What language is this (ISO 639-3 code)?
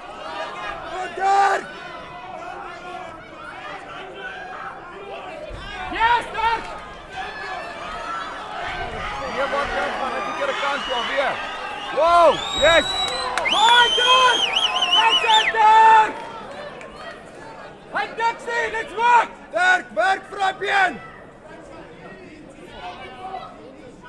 afr